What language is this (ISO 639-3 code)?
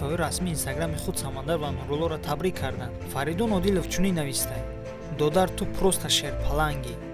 tgk